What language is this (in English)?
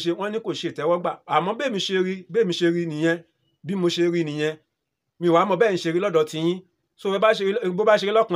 Yoruba